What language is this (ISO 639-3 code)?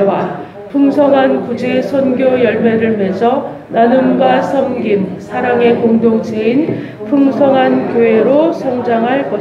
kor